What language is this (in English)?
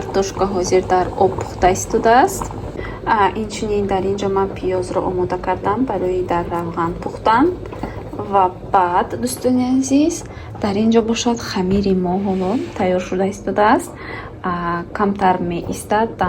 Tajik